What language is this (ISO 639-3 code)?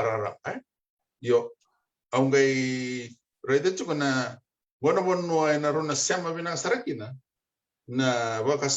fij